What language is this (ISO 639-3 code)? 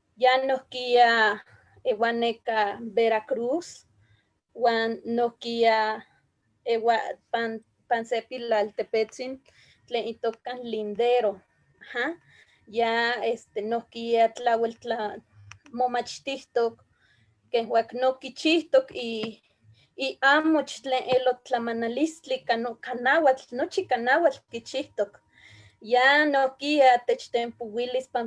nhe